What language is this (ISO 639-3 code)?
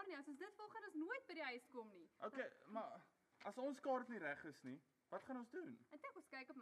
afr